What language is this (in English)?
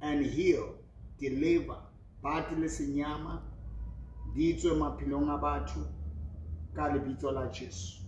Southern Sotho